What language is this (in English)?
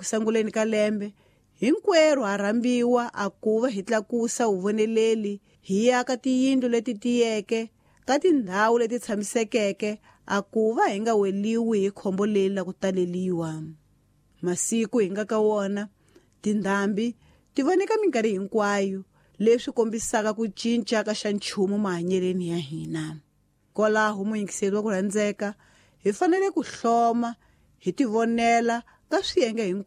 Tsonga